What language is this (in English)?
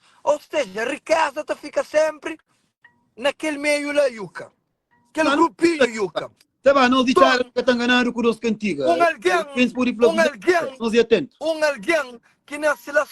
Kabuverdianu